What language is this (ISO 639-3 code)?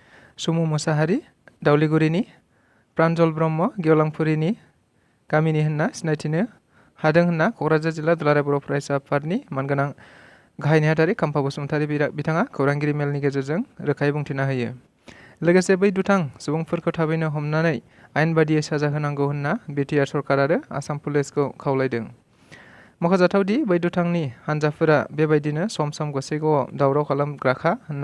brx